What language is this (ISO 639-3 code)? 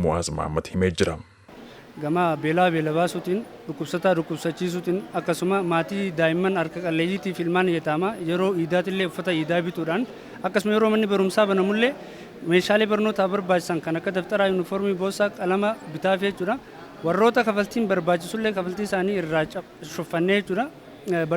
orm